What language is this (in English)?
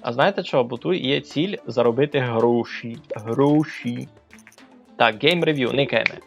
Rusyn